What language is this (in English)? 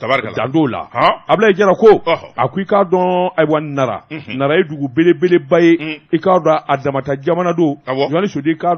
Bambara